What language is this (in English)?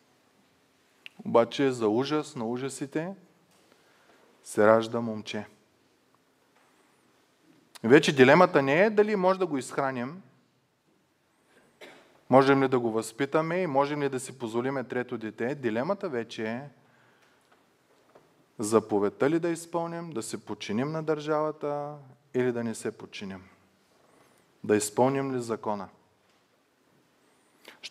Bulgarian